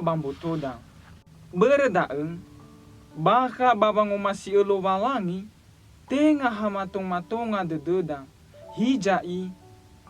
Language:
Nias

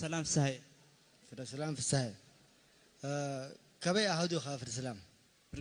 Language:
Tigrinya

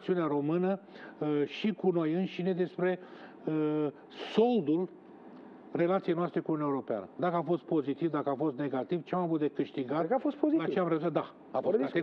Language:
Romanian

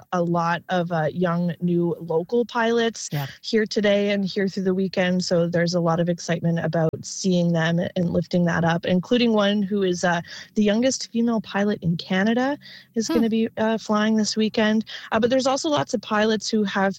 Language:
English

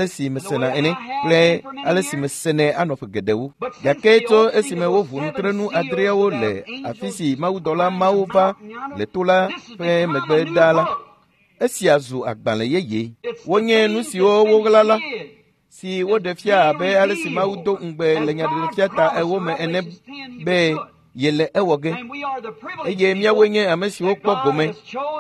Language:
Ewe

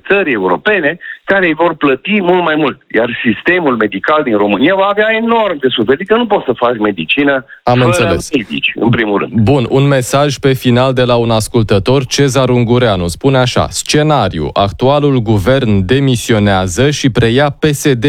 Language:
Romanian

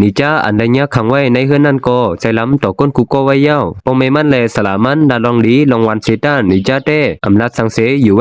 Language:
Shan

